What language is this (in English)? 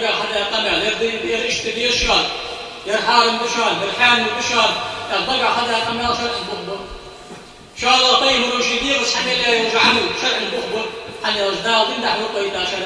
Ingush